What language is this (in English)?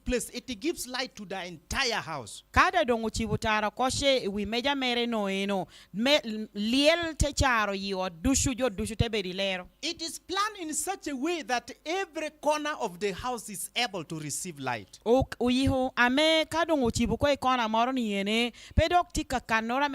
Lango (Uganda)